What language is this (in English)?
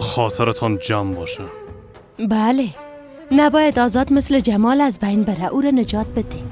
Persian